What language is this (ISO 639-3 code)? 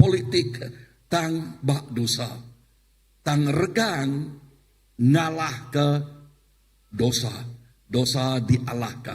iba